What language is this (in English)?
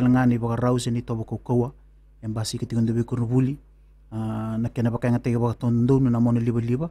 Fijian